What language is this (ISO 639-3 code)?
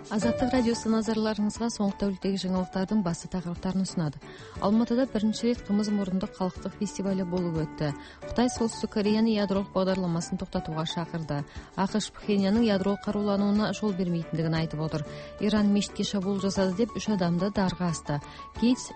kaz